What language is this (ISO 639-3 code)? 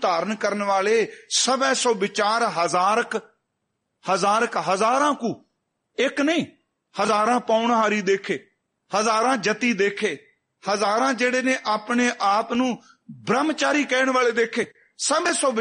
pan